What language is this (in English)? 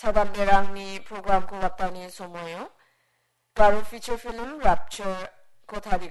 Garo